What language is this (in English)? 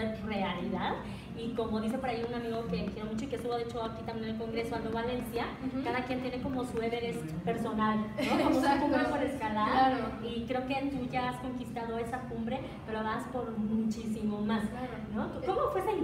Spanish